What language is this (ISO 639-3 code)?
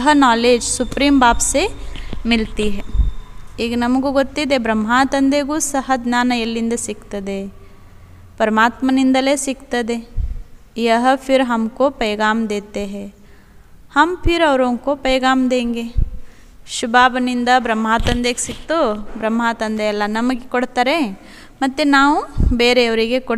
kan